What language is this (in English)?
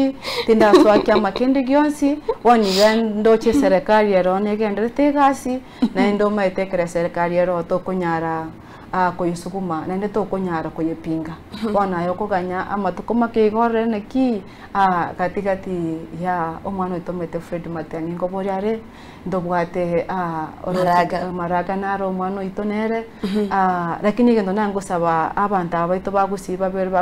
Gusii